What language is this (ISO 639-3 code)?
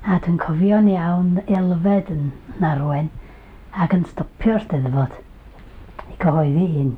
cym